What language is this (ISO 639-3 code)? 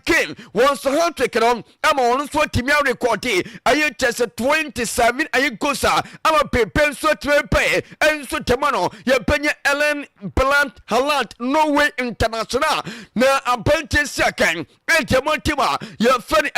aka